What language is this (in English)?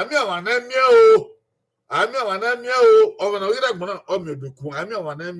Bini